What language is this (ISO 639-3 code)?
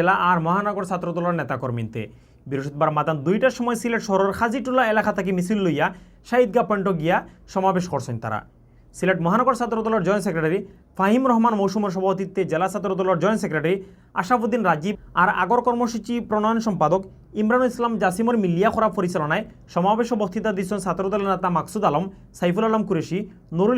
syl